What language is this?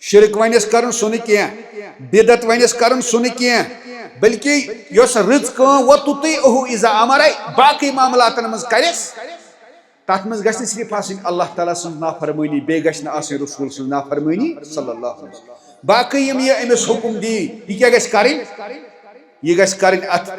Kashmiri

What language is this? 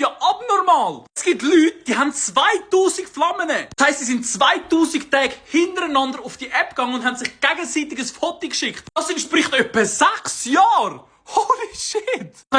Swiss German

